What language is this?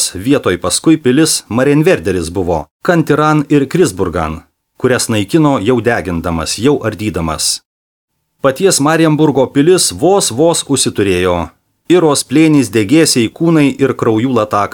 Lithuanian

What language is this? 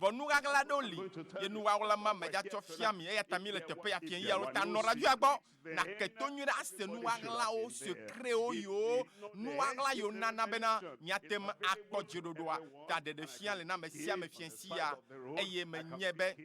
Ewe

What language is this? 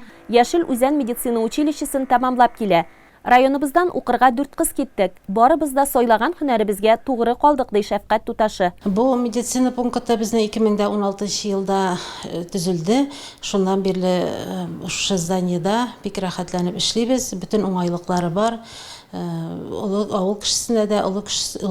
Tatar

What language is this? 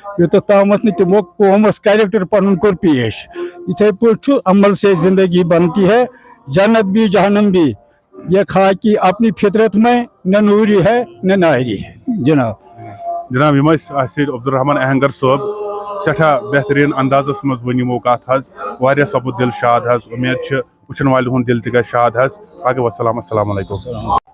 Kashmiri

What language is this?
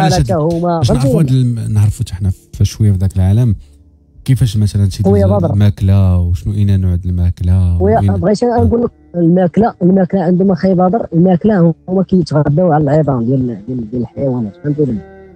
Moroccan Arabic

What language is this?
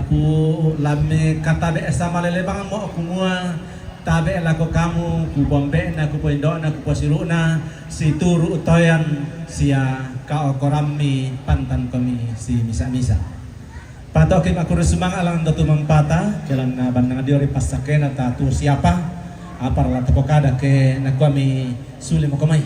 Toraja-Sa'dan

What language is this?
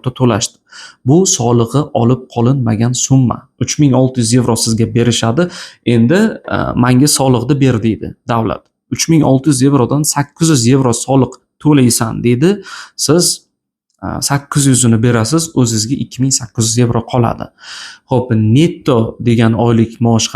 Uzbek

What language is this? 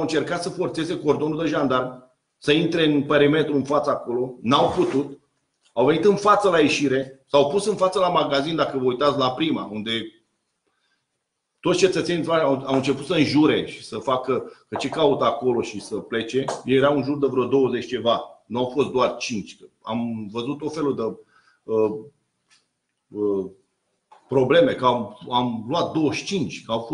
Romanian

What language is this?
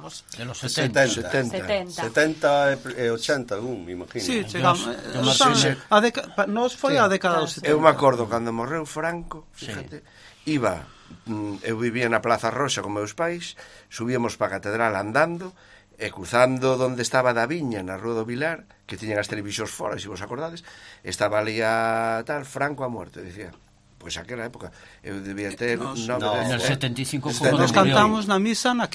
Galician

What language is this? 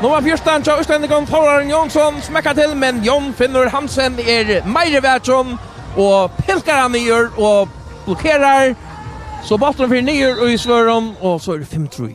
Faroese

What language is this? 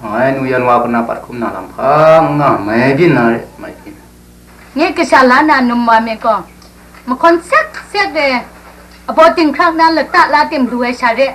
Kachin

